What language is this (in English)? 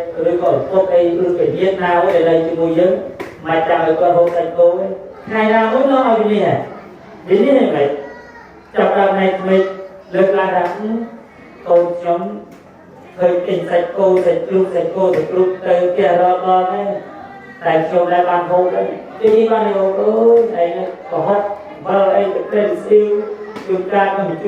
Khmer